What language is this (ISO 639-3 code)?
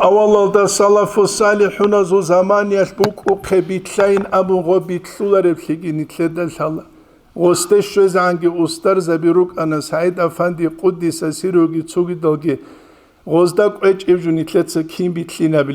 ava